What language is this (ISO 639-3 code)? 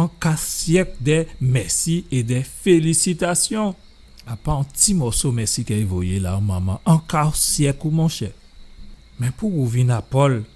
gcf